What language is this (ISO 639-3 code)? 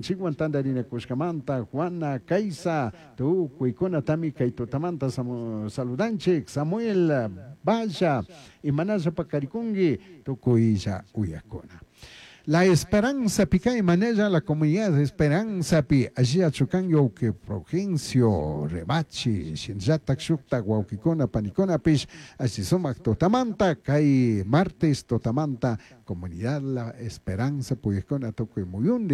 qug